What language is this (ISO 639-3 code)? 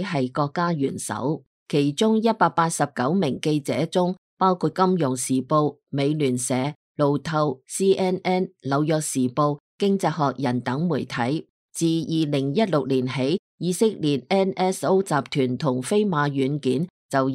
yue